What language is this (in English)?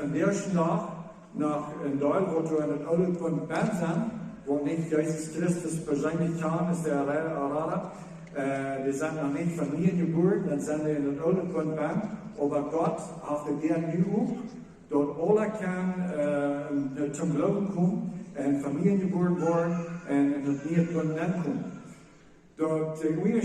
Plautdietsch